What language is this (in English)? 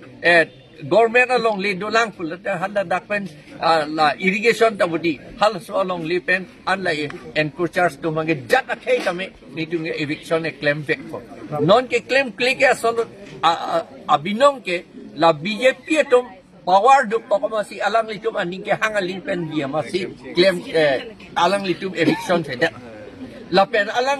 Karbi